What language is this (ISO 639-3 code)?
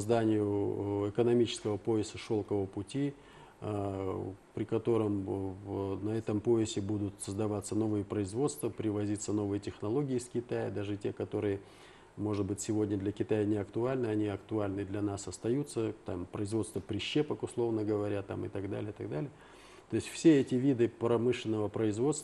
rus